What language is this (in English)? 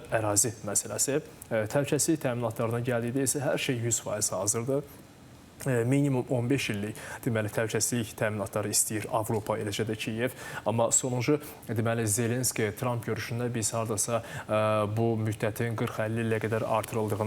Azerbaijani